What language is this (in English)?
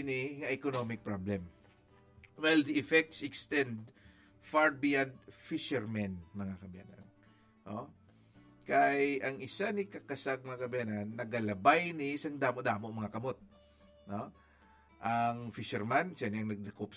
Hiligaynon